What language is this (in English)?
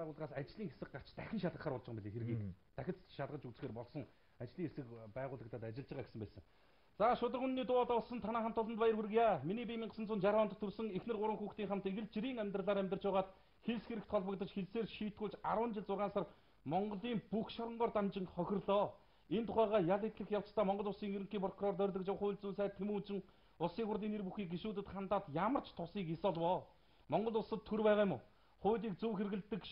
Mongolian